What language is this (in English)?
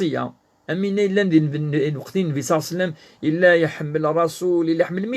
Kabyle